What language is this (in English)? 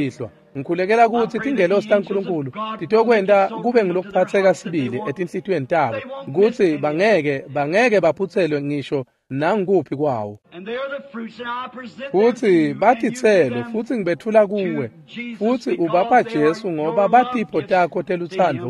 Swati